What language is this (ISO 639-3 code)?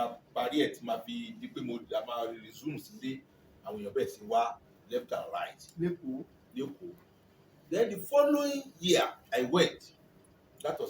yor